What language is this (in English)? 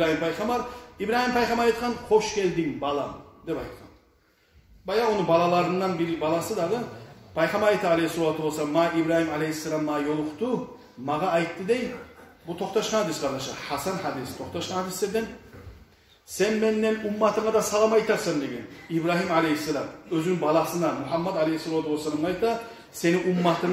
Kumyk